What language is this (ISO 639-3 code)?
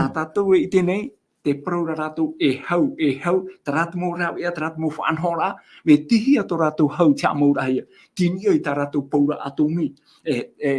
tah